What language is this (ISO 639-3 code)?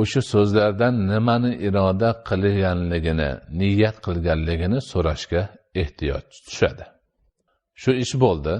uzb